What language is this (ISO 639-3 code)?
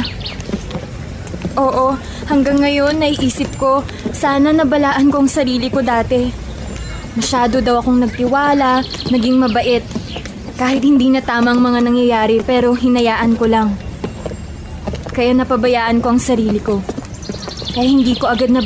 fil